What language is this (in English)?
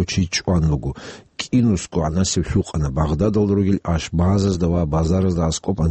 Avaric